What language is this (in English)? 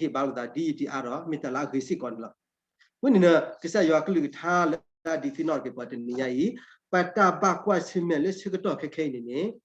S'gaw Karen